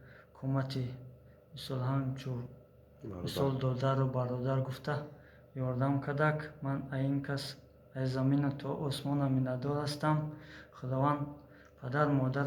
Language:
Tajik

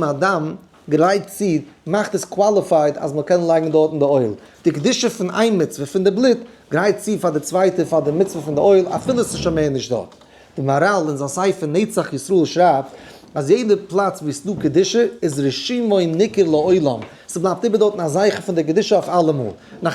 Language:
Yiddish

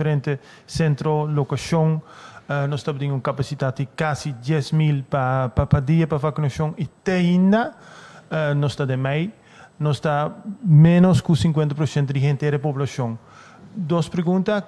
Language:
Papiamento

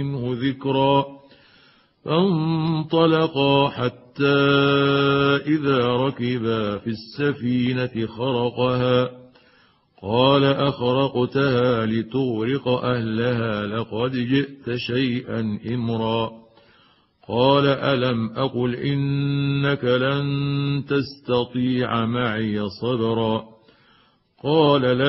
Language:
Arabic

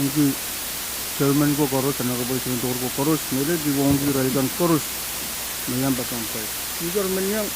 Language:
Pohnpeian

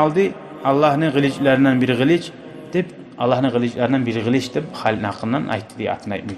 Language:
Kumyk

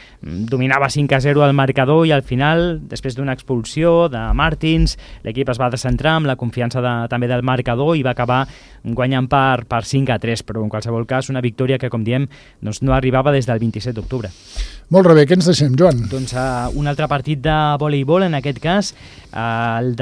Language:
Catalan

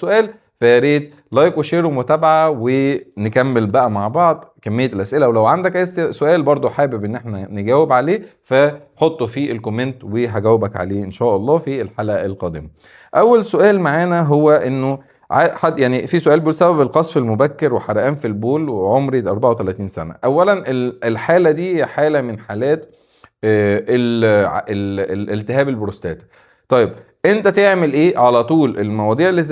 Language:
Egyptian Arabic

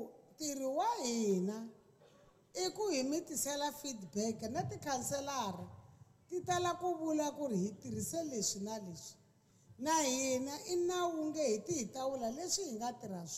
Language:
Tsonga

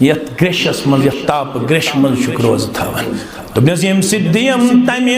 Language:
Kashmiri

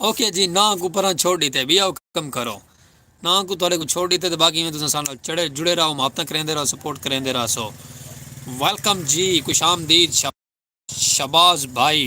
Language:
Saraiki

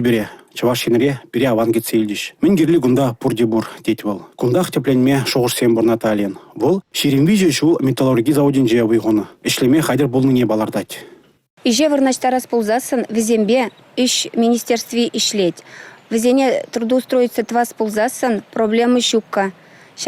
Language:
Chuvash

